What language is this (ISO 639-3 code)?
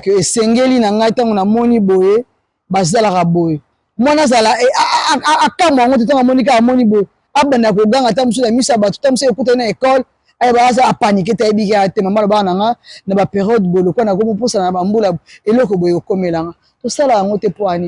lin